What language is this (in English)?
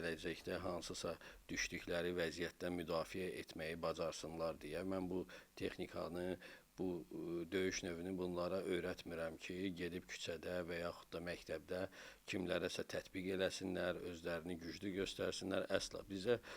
Azerbaijani